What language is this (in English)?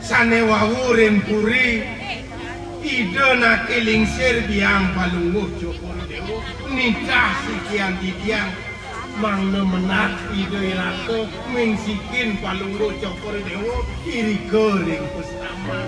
Balinese